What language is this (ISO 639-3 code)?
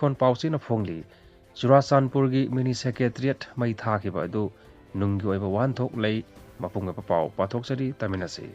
mni